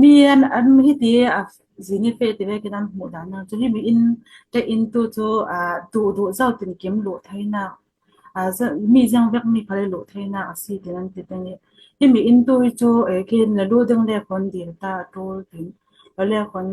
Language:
Falam Chin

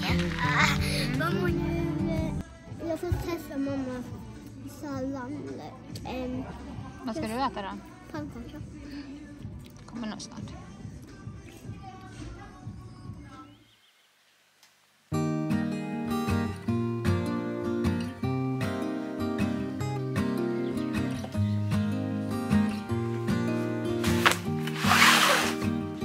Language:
Swedish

